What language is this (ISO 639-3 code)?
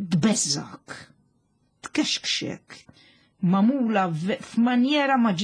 mlt